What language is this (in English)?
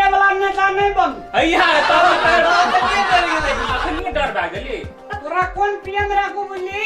Maithili